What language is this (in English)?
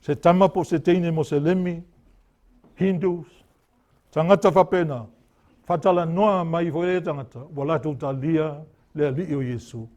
Samoan